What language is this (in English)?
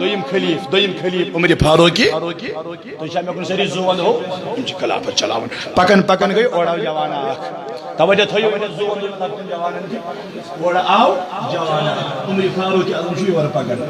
Kashmiri